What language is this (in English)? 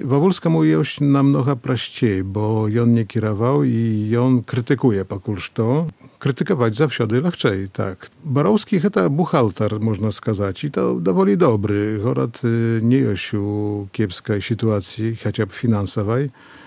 Belarusian